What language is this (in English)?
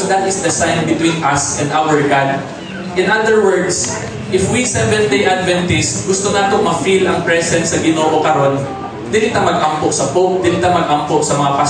Cebuano